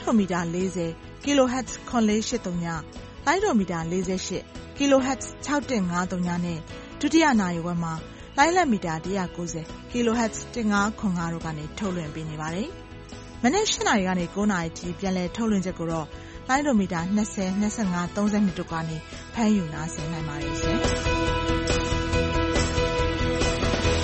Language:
Burmese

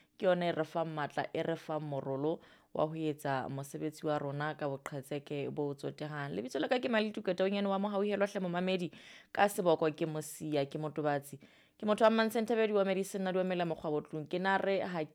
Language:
Southern Sotho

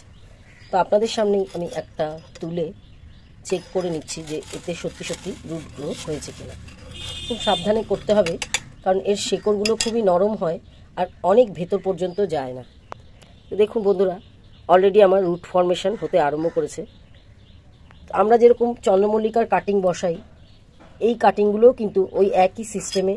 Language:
Bangla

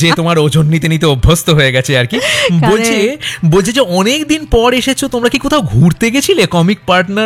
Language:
Bangla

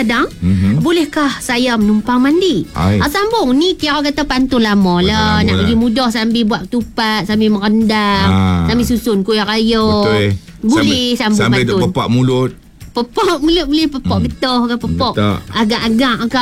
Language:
Malay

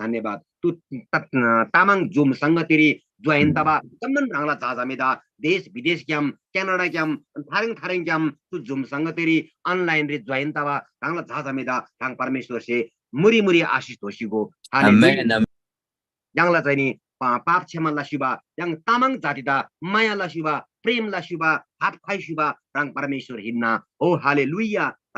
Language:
Eastern Tamang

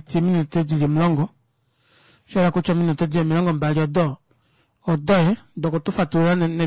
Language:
Kuanyama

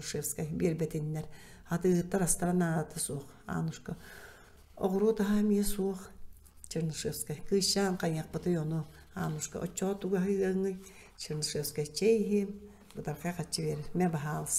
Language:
Yakut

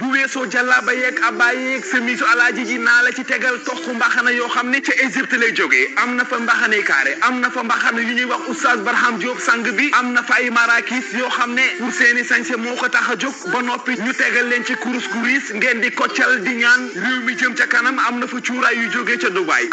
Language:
Wolof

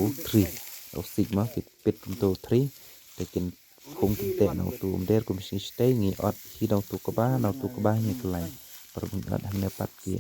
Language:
Khasi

